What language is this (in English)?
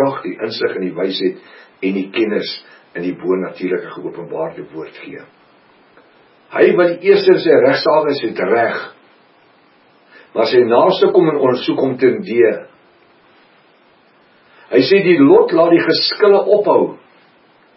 Afrikaans